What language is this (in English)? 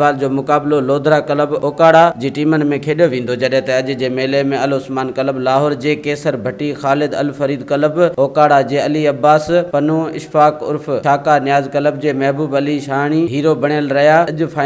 Sindhi